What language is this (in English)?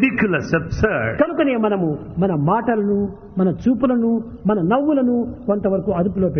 Telugu